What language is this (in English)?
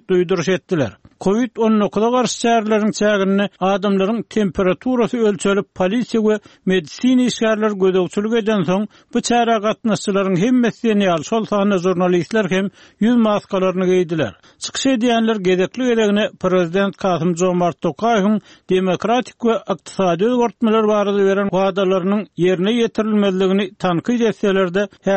Turkmen